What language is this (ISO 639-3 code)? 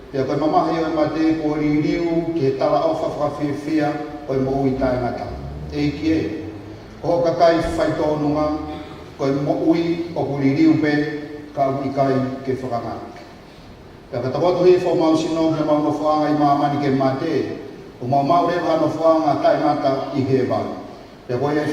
ton